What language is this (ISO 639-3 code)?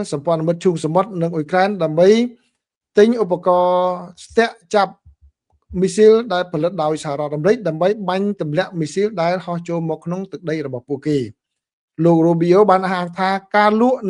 khm